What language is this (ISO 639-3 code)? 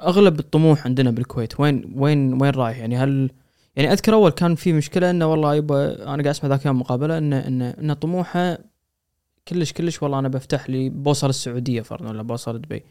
afb